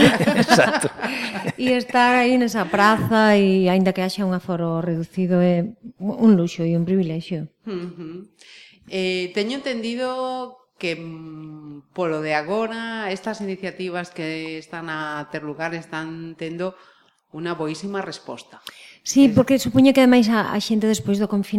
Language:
Galician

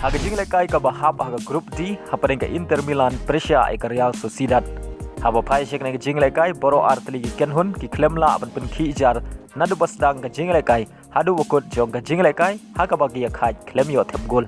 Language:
Khasi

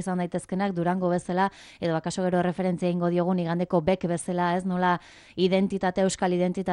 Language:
Basque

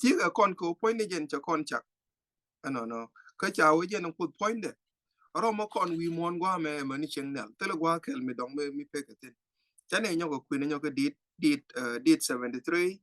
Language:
Nuer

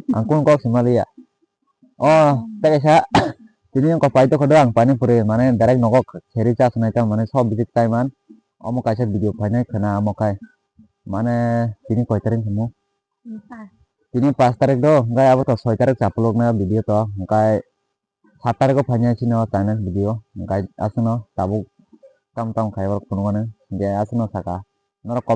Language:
Kok Borok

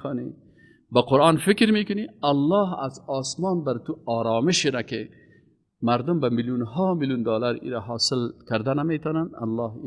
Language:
Persian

